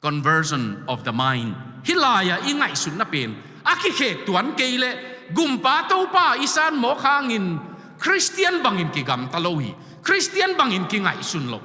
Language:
Tedim Chin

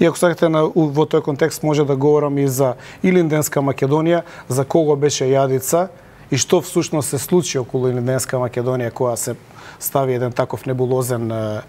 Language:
Macedonian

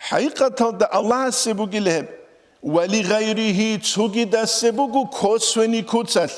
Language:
Avaric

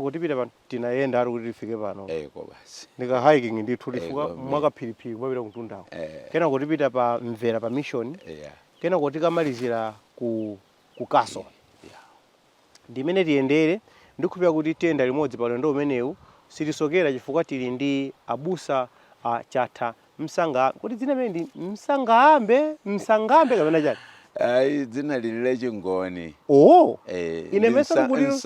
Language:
Nyanja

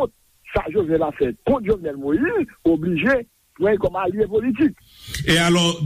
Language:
Haitian Creole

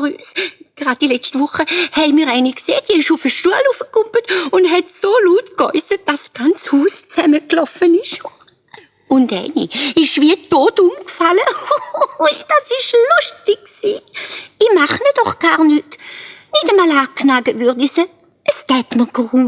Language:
Swiss German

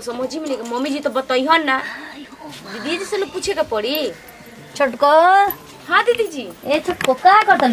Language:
Bhojpuri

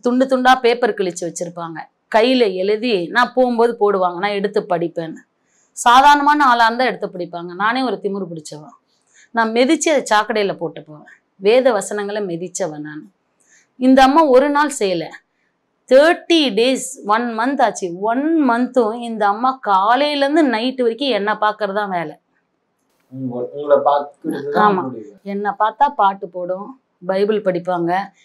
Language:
Tamil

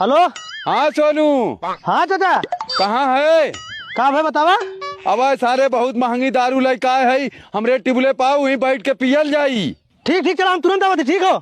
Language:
Awadhi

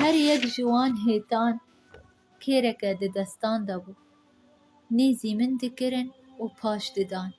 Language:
Kurdish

